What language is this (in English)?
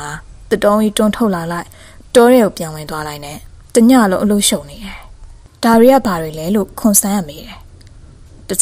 Burmese